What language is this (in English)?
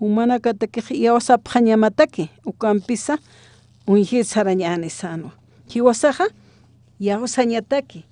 Aymara